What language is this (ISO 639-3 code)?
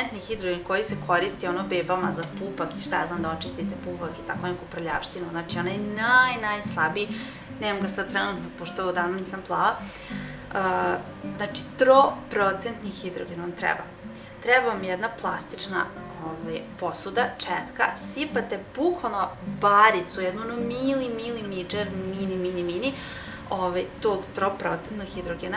srp